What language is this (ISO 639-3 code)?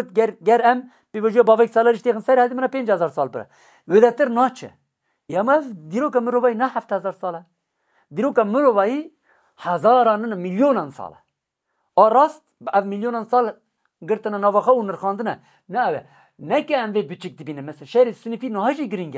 kur